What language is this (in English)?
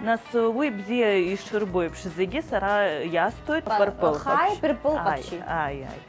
Abkhazian